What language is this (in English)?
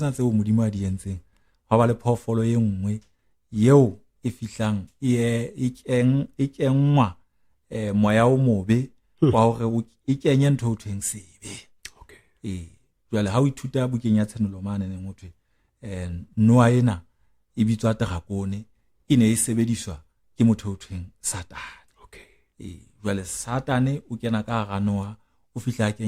Southern Sotho